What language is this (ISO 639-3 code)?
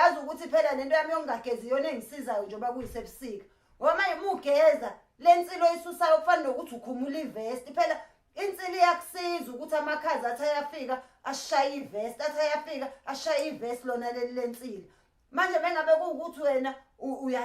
zul